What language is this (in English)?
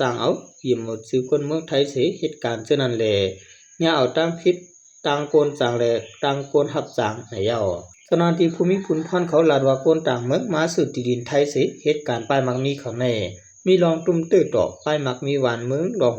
Shan